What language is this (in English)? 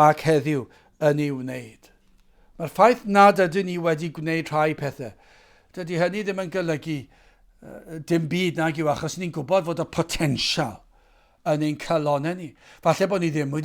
Welsh